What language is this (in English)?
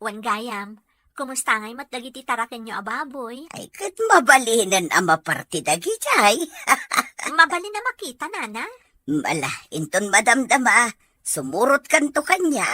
Iloko